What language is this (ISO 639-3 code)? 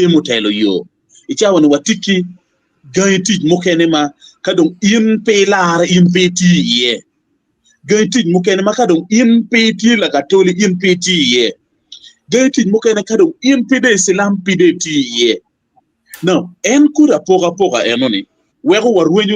ach